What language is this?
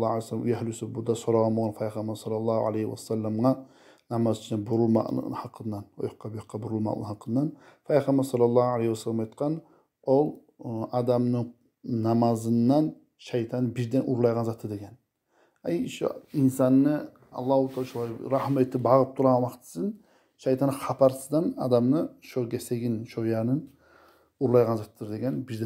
Kumyk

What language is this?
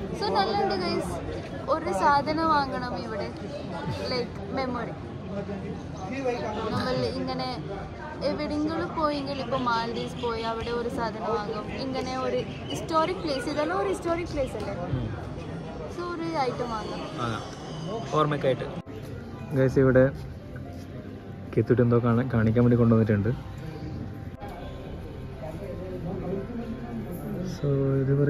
Malayalam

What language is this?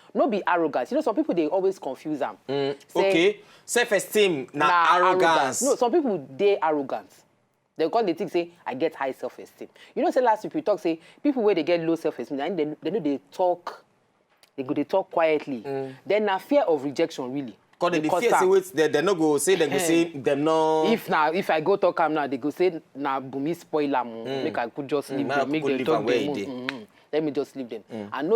Nigerian Pidgin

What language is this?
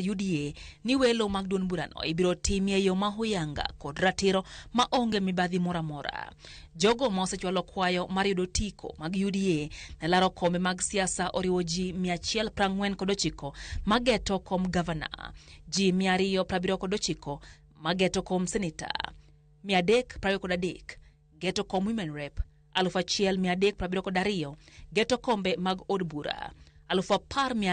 Luo (Kenya and Tanzania)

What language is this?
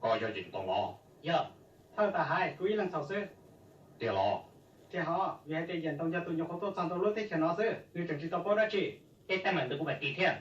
Hmong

